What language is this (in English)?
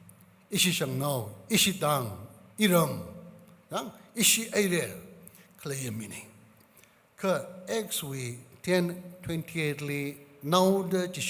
Tangkhul Naga (India)